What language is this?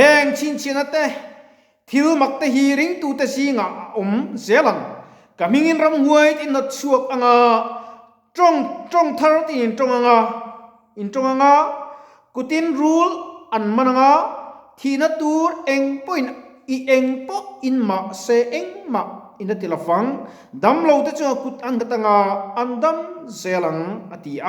Mizo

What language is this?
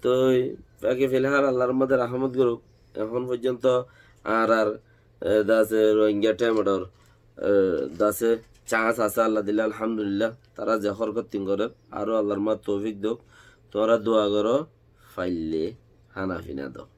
Rohingya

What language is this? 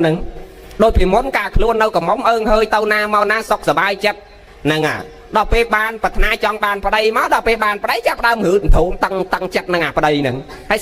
Khmer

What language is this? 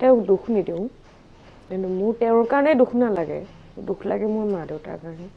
Assamese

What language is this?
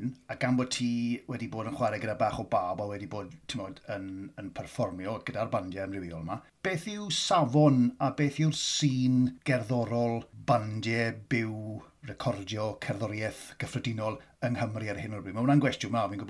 Welsh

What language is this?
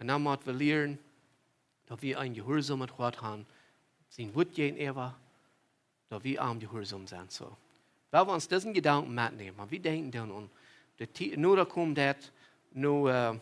Plautdietsch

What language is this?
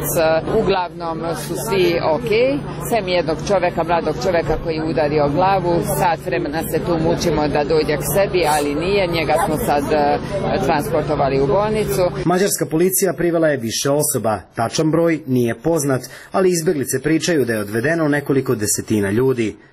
Serbian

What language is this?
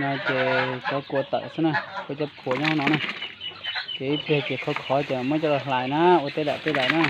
Hmong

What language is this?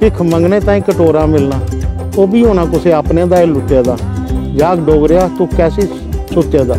Dogri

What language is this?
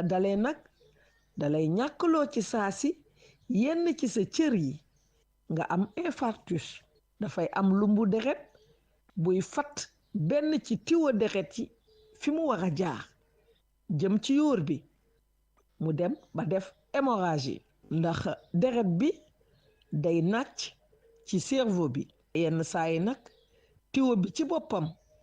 Wolof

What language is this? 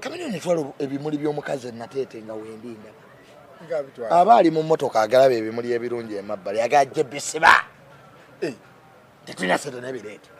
Ganda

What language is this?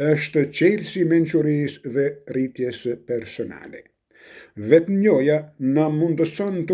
Albanian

